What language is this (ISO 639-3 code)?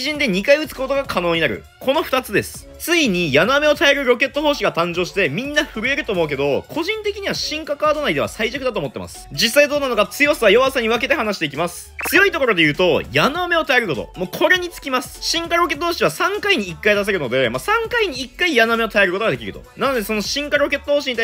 jpn